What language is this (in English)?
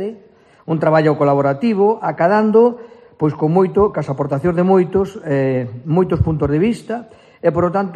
Galician